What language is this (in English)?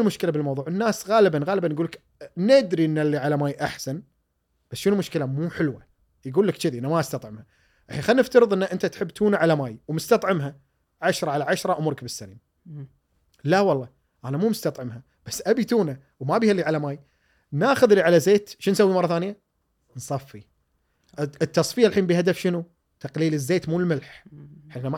Gulf Arabic